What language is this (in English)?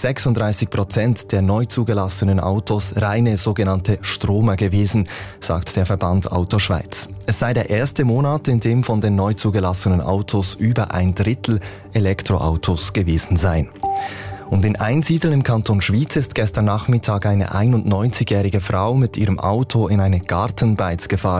German